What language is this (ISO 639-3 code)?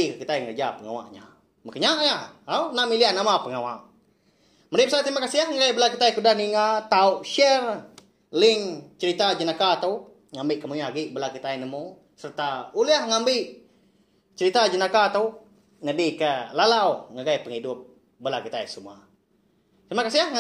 iba